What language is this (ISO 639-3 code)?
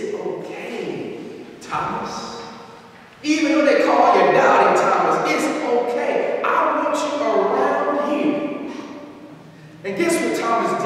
eng